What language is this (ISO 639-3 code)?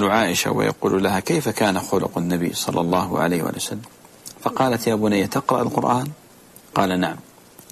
ara